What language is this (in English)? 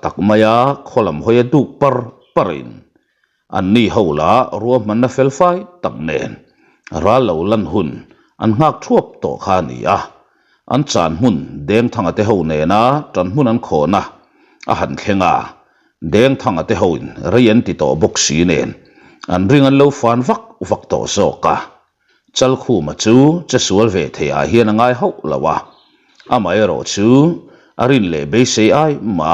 Mizo